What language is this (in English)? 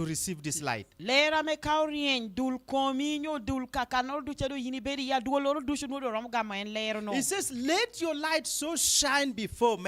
Lango (Uganda)